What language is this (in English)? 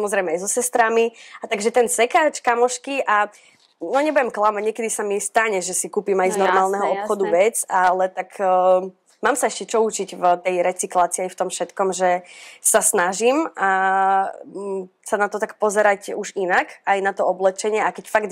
Slovak